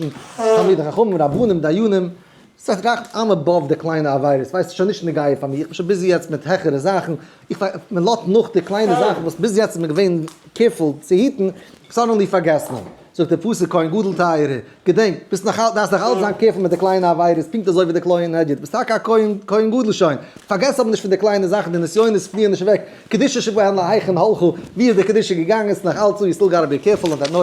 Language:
Yiddish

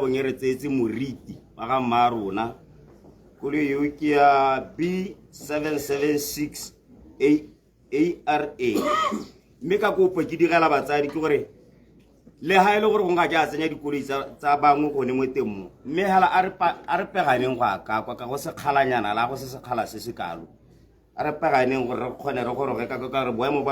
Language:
Tswana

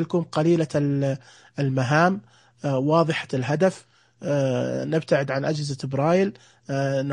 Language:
Najdi Arabic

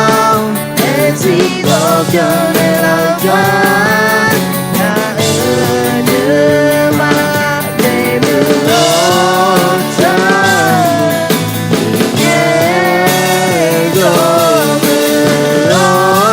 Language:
Akha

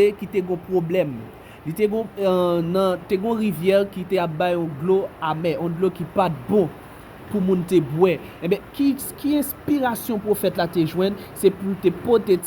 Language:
Haitian Creole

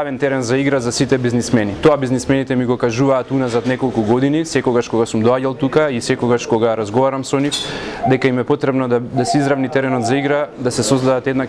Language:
Macedonian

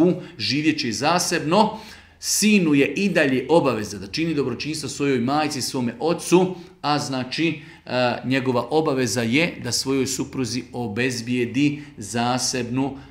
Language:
Bosnian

